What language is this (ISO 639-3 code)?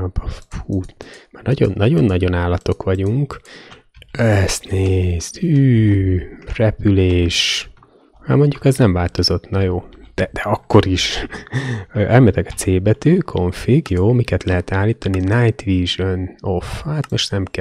hun